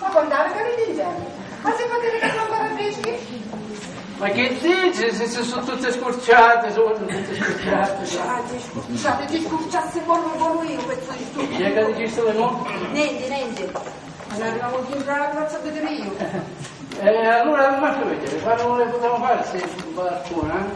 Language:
Sicilian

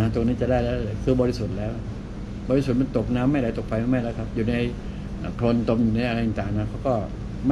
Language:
Thai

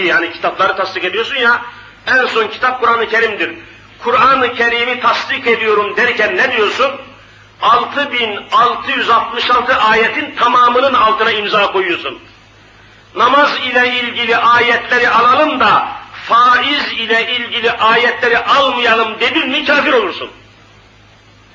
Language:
Turkish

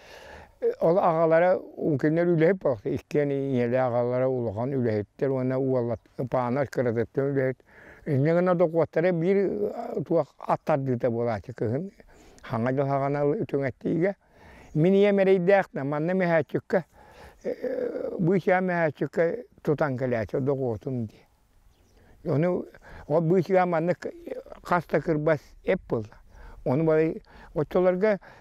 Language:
Yakut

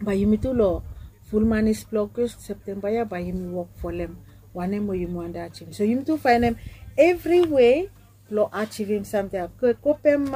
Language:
Bislama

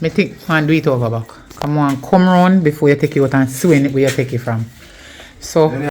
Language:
Jamaican Creole English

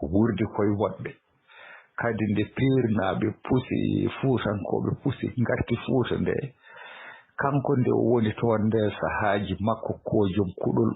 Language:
Fula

